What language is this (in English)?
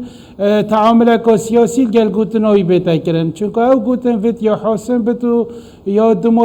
Kurdish